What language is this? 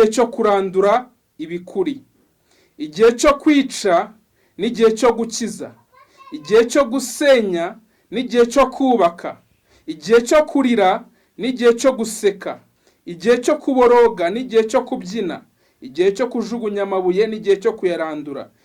Kinyarwanda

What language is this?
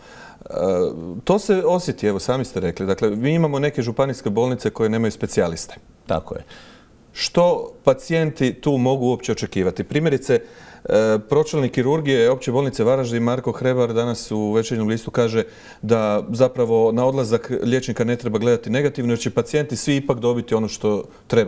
Croatian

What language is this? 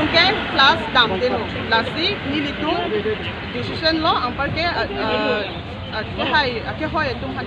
Karbi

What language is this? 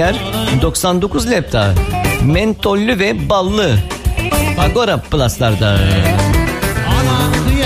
Turkish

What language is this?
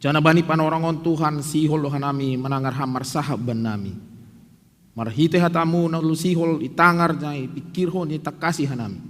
Batak Simalungun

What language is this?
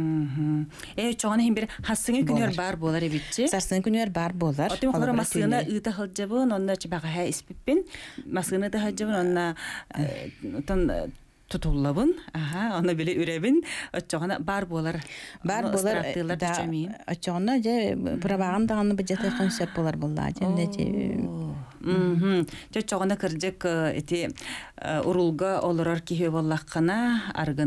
Yakut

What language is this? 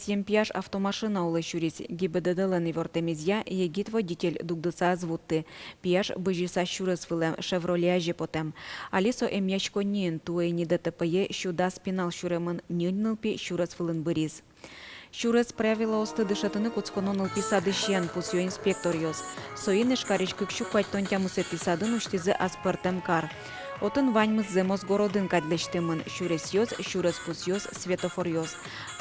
Udmurt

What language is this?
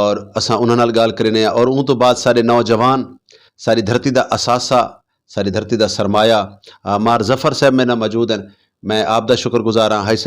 Saraiki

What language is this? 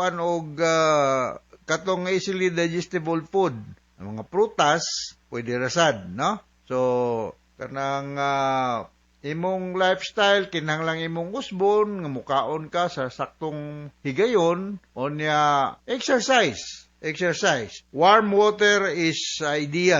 Cebuano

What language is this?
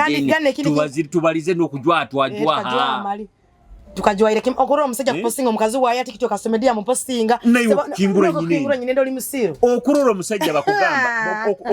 Nyoro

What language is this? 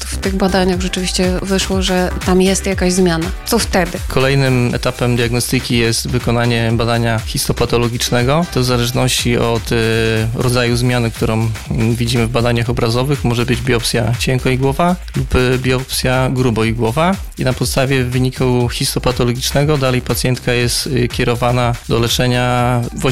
Polish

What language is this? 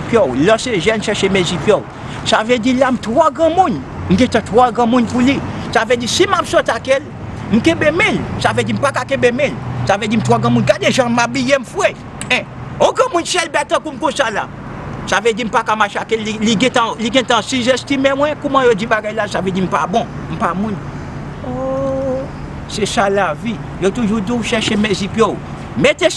Haitian Creole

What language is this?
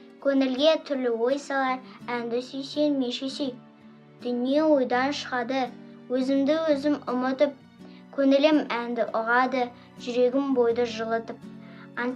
Kazakh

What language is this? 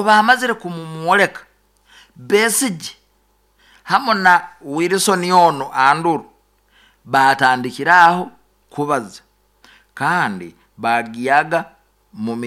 Nyoro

